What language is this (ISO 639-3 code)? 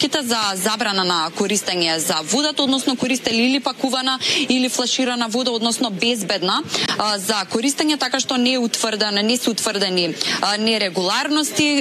mkd